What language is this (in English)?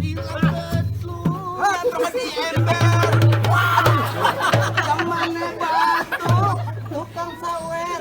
Betawi